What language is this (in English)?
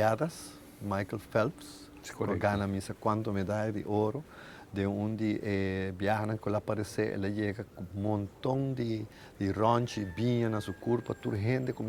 Papiamento